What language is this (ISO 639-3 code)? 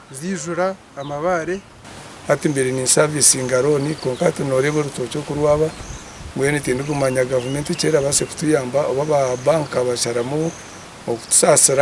nyn